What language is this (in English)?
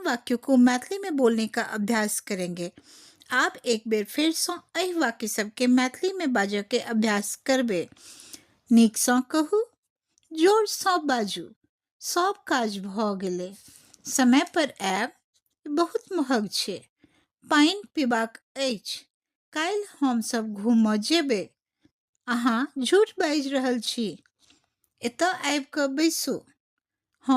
Maithili